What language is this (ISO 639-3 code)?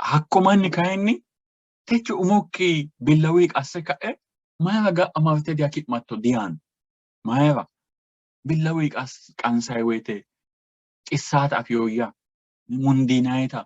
sid